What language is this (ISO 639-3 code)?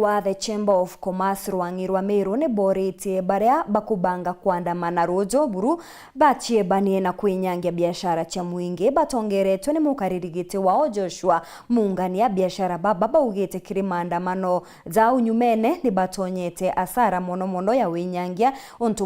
mer